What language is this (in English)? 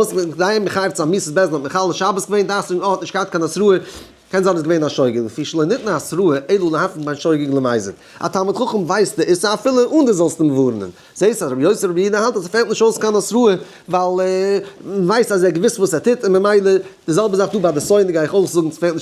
Yiddish